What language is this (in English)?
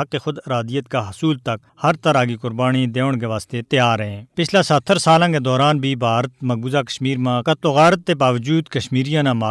Gujari